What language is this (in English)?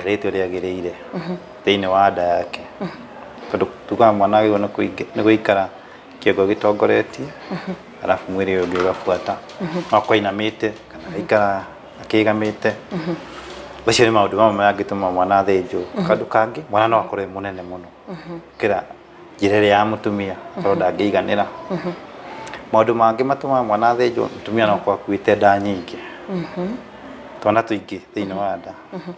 Kikuyu